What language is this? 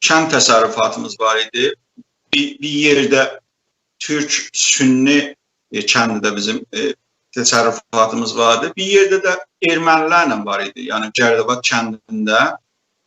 South Azerbaijani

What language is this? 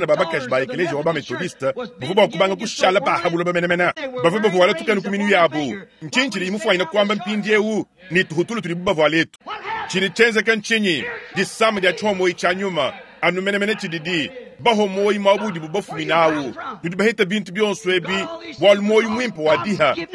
Luba-Lulua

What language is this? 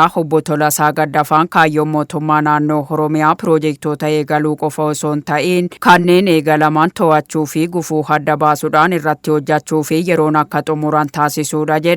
Oromo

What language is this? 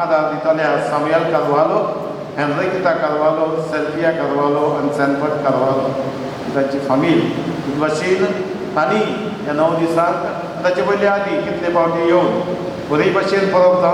Konkani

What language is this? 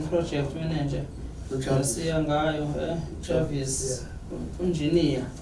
Zulu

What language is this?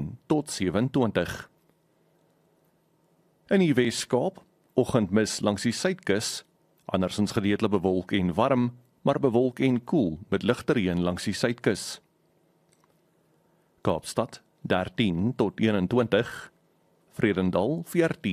Afrikaans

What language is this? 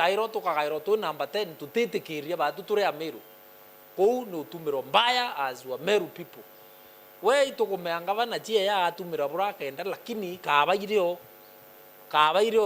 Meru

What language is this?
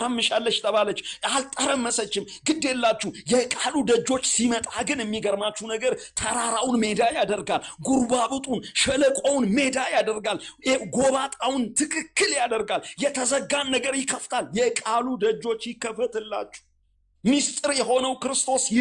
Amharic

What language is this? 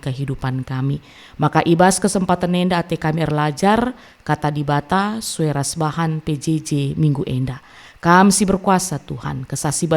Batak Karo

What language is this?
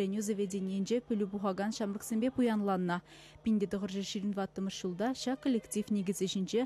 Chuvash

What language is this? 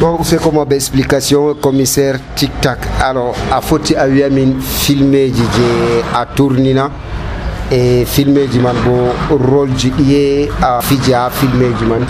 Nigerian Fulfulde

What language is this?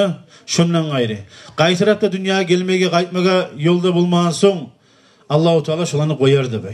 Kumyk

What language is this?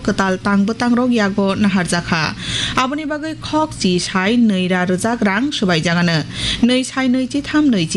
Kok Borok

